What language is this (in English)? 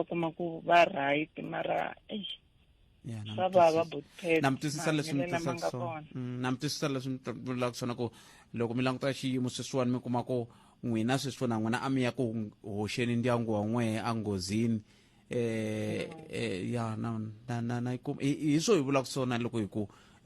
Tsonga